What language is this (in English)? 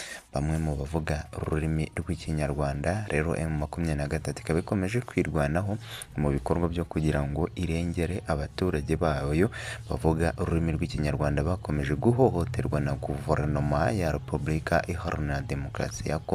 Kinyarwanda